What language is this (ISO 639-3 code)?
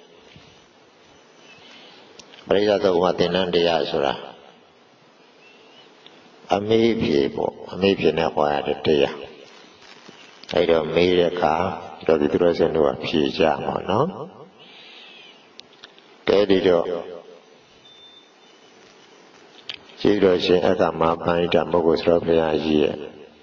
mya